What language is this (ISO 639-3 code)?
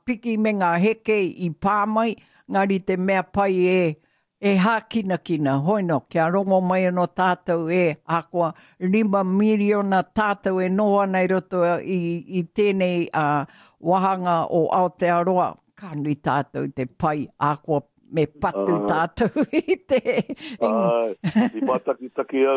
mri